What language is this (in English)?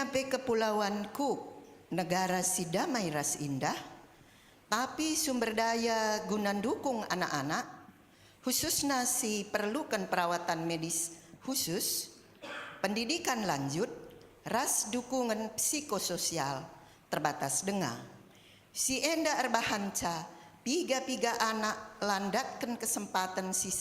Batak Karo